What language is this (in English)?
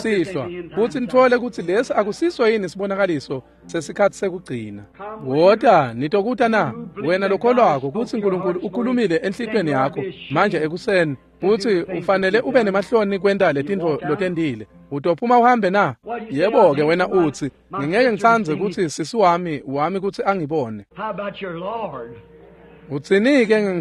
Swati